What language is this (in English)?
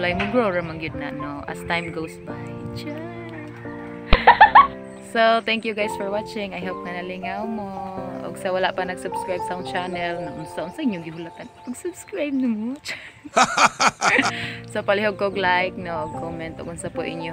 Cebuano